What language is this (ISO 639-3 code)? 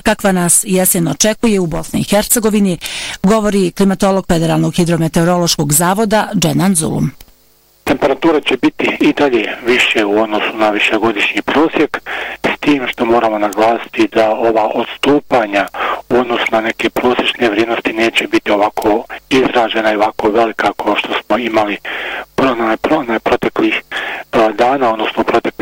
bos